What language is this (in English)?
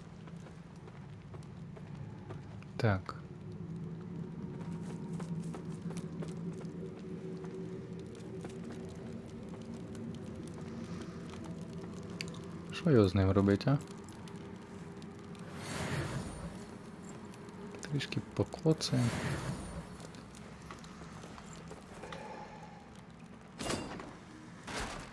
Ukrainian